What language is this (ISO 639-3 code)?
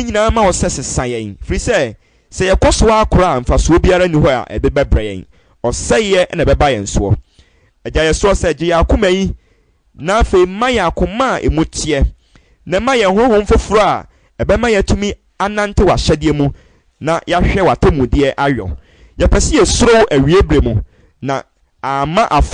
aka